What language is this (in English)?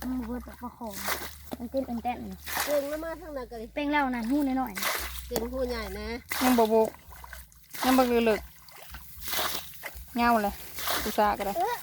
Northeastern Thai